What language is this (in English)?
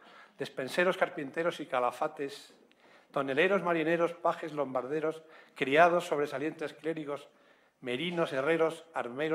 Spanish